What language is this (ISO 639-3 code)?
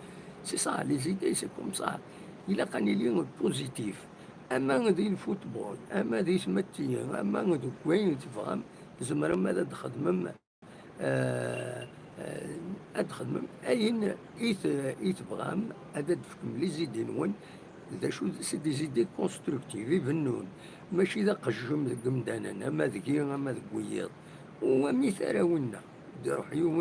kab